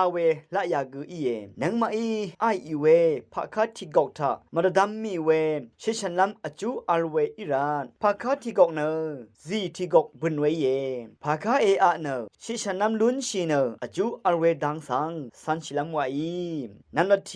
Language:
Rawang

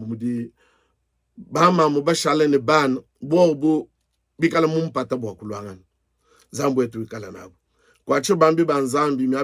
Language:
Luba-Lulua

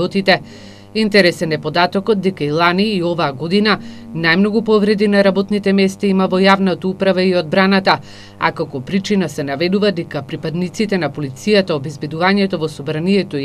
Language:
Macedonian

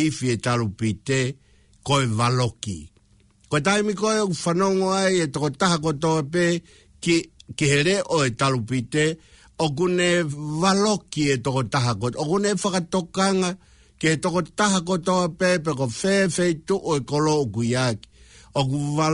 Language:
Tongan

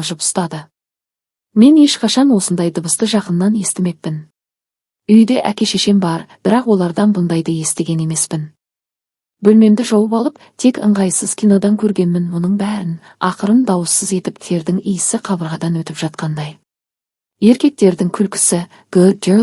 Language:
Kazakh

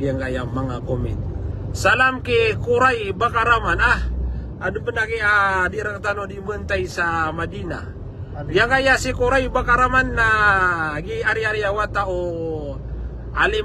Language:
Maranao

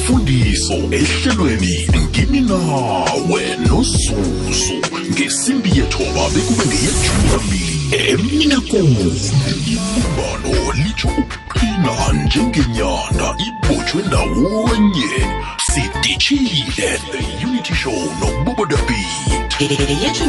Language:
South Ndebele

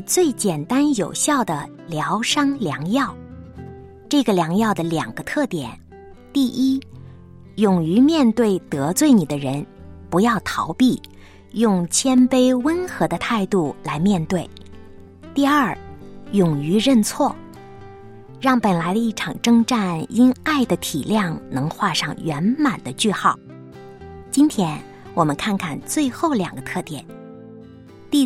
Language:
Chinese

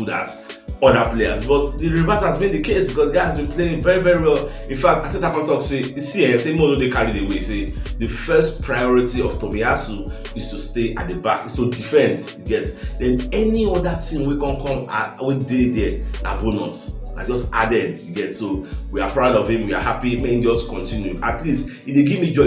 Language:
Nigerian Pidgin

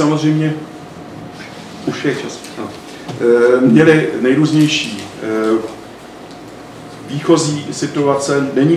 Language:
Czech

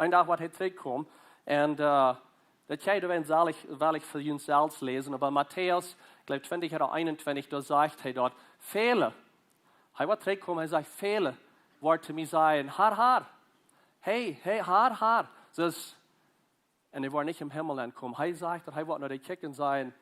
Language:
Plautdietsch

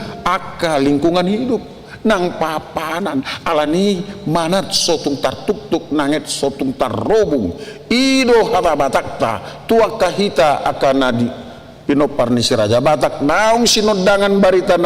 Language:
Batak Toba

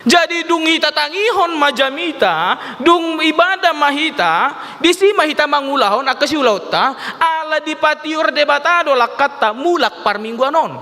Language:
Batak Toba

